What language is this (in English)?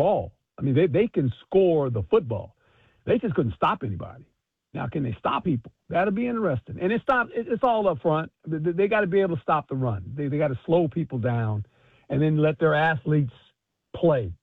English